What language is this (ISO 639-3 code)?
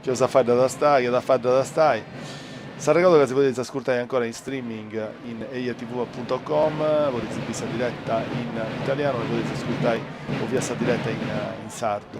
srd